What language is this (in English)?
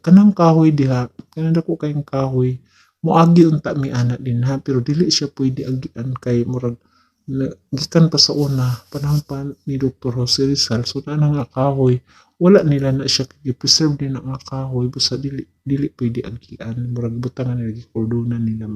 Cebuano